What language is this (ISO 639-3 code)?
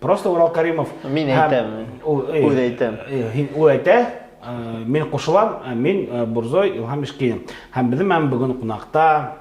bak